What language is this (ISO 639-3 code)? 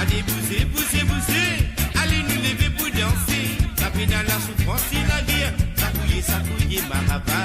mfe